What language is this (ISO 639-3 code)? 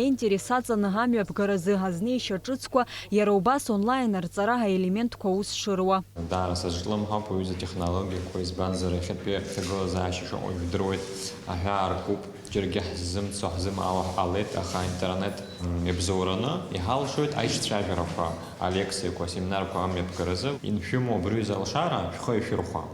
abk